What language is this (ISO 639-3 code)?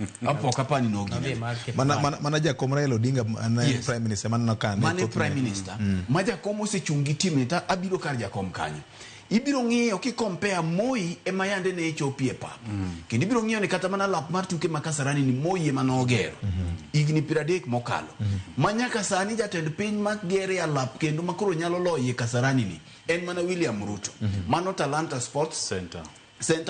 luo